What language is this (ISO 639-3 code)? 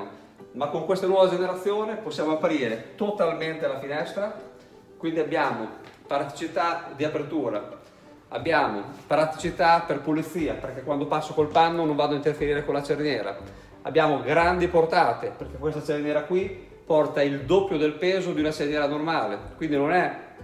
ita